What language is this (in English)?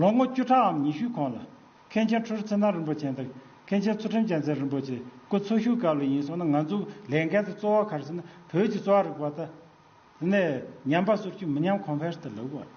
Tibetan